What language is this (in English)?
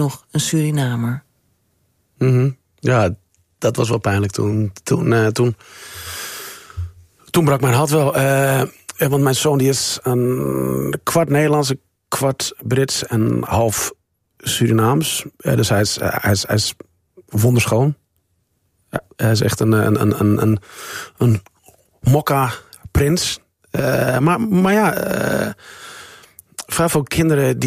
Dutch